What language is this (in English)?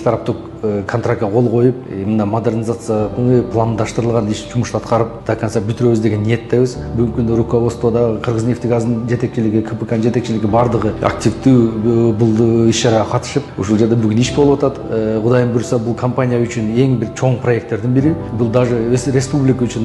Kyrgyz